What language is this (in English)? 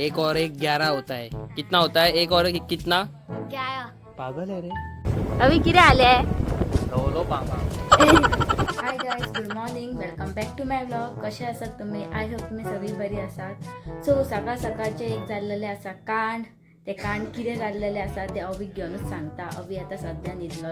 Konkani